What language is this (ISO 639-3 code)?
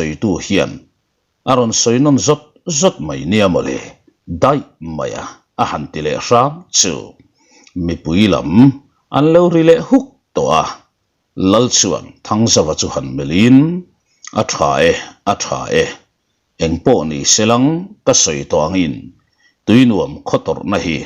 lus